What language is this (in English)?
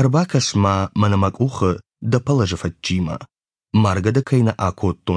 Ossetic